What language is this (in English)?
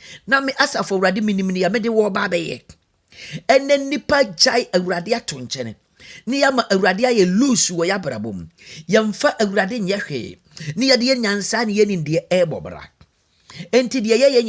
Akan